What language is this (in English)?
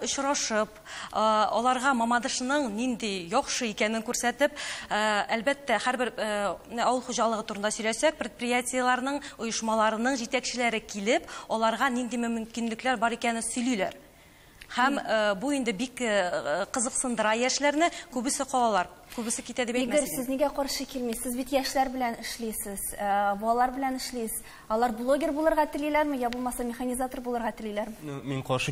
Tatar